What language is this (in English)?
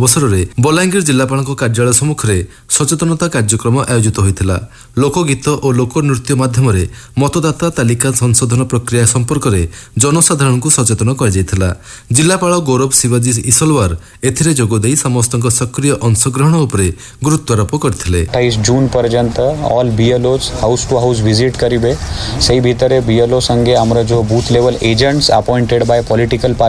Odia